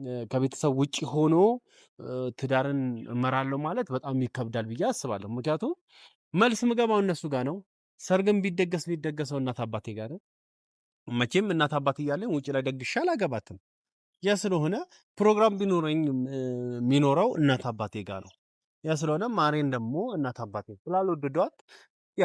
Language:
Amharic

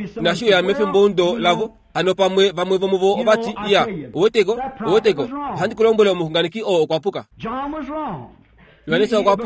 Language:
Kuanyama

